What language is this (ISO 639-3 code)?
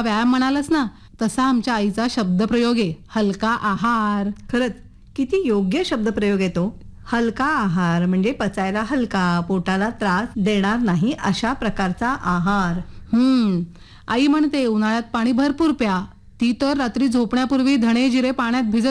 mar